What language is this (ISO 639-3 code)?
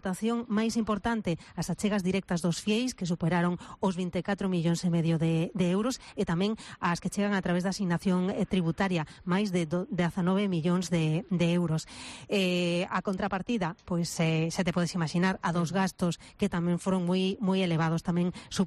glg